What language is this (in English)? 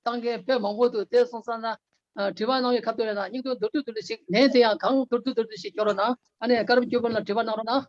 Tibetan